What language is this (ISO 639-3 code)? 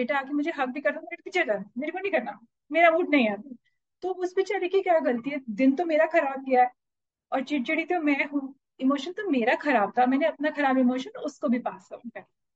hin